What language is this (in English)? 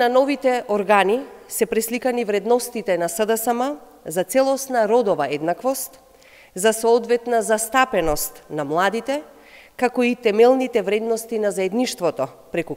Macedonian